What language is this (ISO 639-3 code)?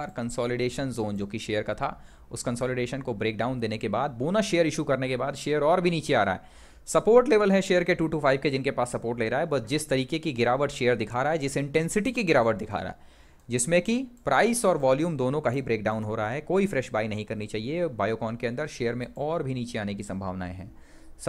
hin